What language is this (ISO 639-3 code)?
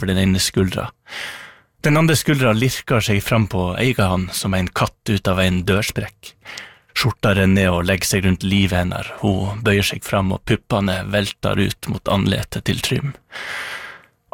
nor